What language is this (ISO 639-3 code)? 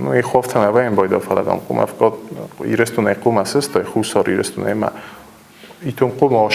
oss